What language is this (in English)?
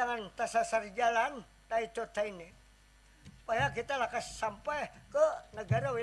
Banjar